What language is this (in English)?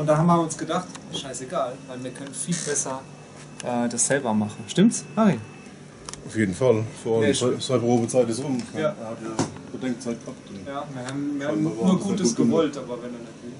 Palatine German